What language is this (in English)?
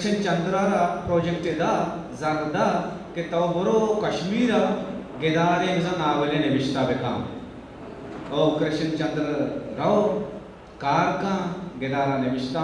Eastern Balochi